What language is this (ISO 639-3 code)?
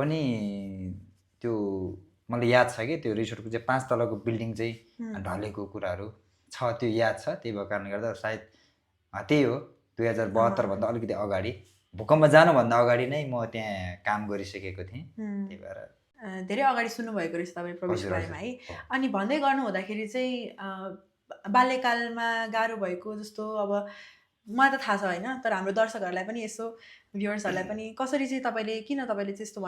nep